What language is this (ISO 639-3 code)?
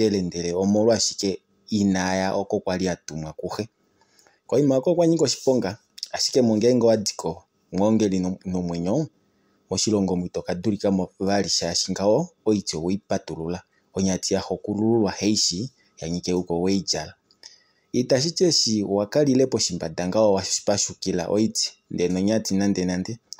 kua